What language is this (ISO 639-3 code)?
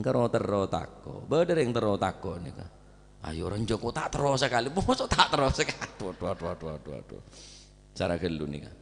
mad